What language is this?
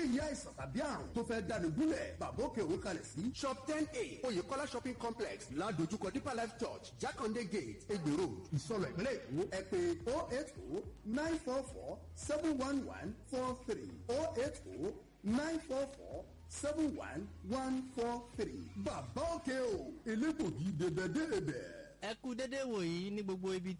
Yoruba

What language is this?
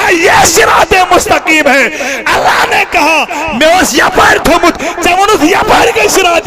Kashmiri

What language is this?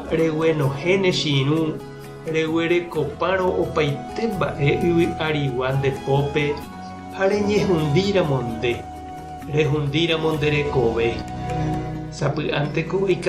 Guarani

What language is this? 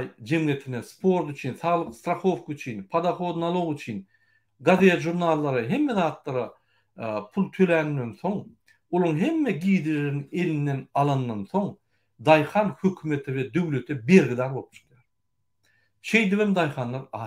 Turkmen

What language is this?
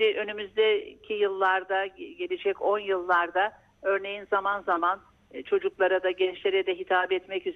Turkish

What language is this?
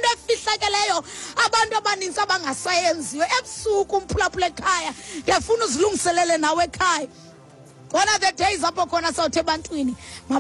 Xhosa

